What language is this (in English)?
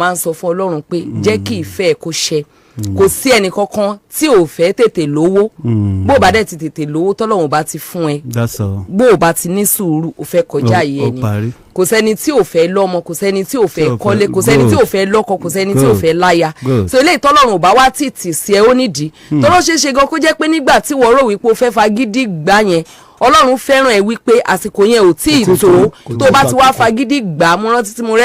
Yoruba